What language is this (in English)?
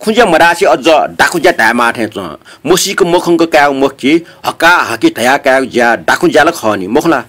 Newari